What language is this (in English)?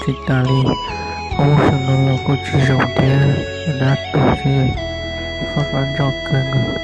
Hmong